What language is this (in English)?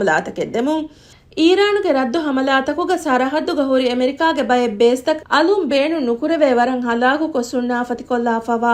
Divehi